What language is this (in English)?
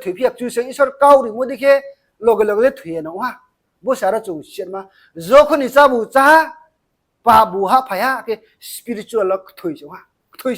Riang (India)